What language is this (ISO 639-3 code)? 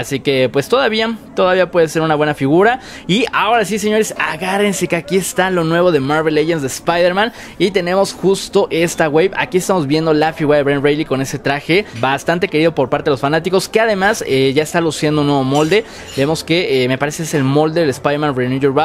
spa